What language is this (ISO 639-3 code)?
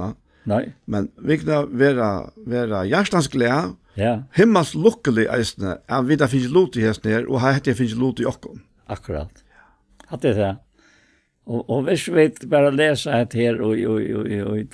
fao